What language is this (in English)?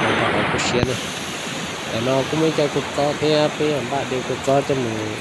Hmong